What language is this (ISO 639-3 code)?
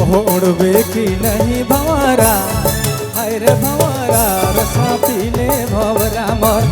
sck